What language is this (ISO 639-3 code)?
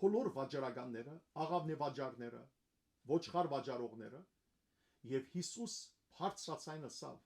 hyw